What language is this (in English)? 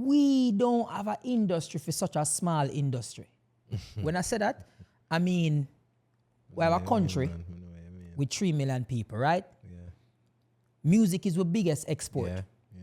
Jamaican Creole English